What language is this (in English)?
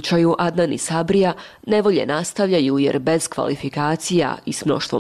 Bosnian